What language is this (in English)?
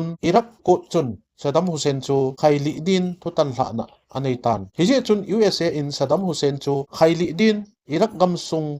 Thado Chin